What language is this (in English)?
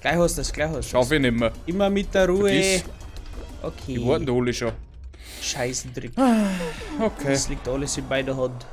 Bavarian